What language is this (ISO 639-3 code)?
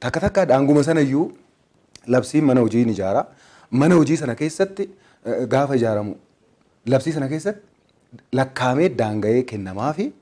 orm